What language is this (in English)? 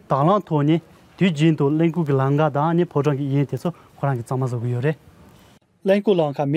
Tibetan